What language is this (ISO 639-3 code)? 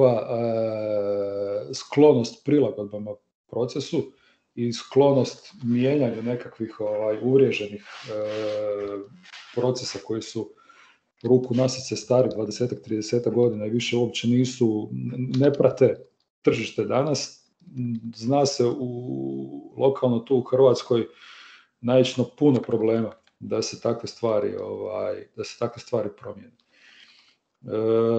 hrv